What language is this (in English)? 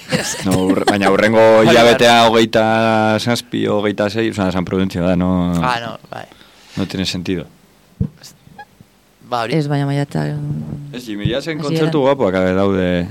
Basque